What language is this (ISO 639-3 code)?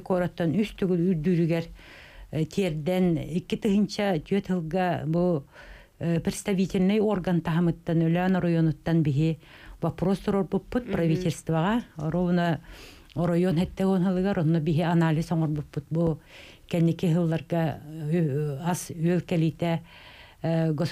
sah